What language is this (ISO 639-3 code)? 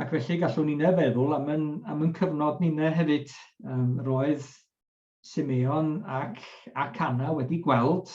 cym